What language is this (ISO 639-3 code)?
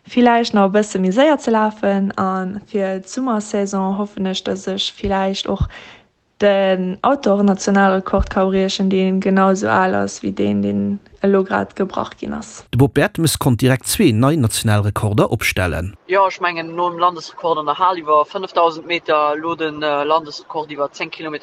ltz